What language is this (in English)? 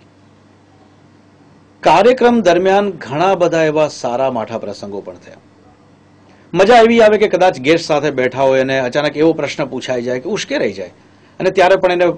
Gujarati